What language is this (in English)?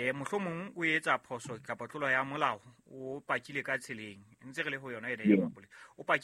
Southern Sotho